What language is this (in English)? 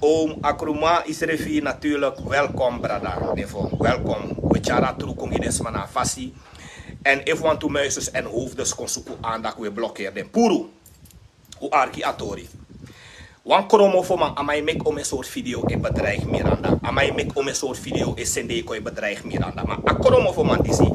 Sranan Tongo